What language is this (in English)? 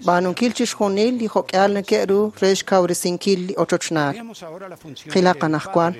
Kekchí